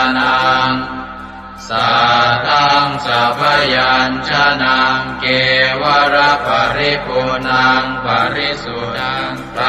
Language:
Pali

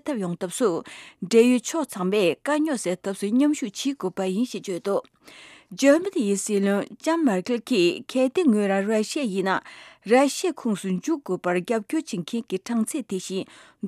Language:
Tibetan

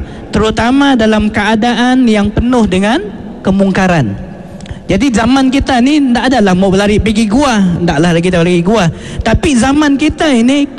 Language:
Malay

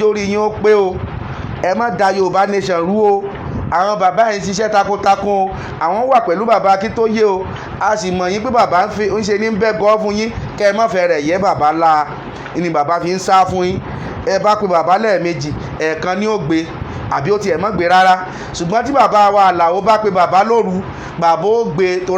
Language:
Yoruba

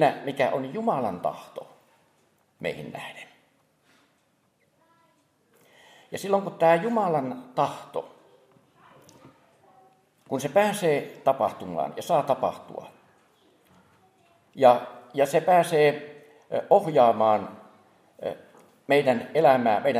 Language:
Finnish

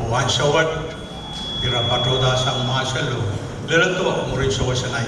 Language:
Pohnpeian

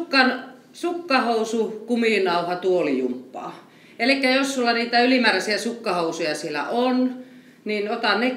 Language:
Finnish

